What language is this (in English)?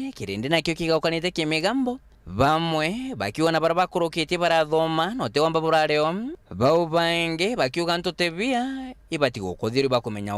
Meru